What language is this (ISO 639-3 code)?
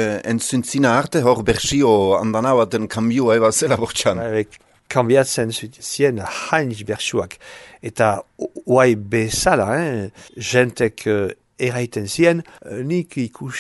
eus